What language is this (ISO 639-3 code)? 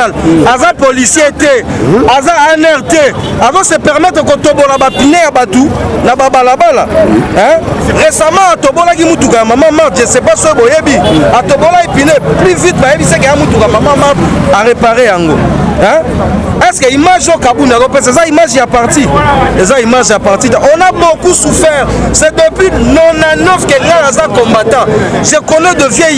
lin